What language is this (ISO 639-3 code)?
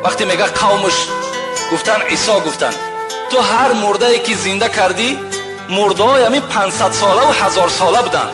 tgk